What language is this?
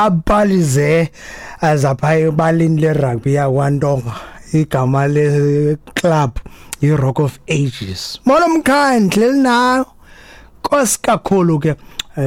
Xhosa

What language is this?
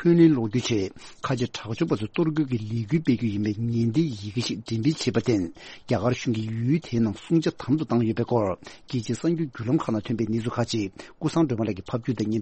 Tibetan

